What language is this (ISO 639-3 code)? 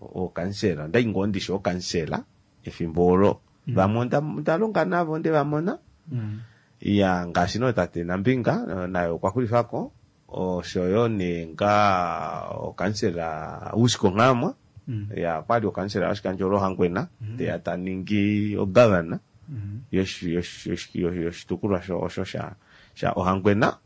kua